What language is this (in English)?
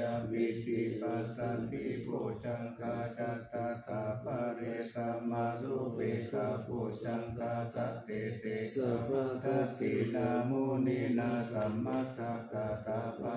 Pali